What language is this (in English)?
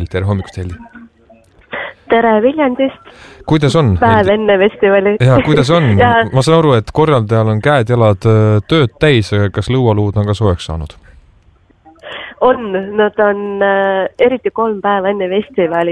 Estonian